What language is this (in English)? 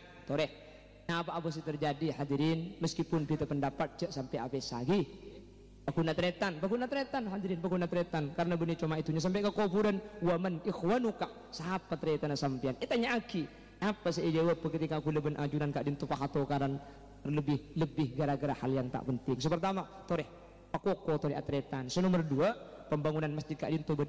Madurese